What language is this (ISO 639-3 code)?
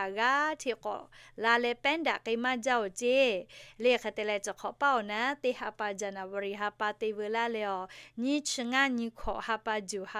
lhu